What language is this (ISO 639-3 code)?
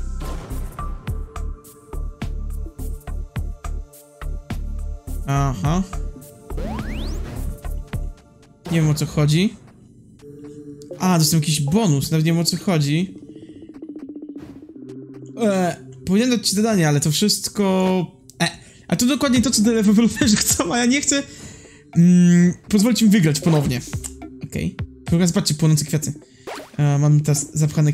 pol